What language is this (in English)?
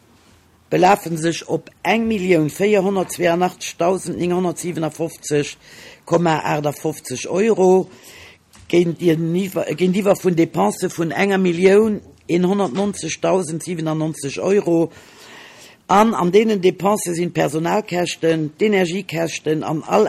Luxembourgish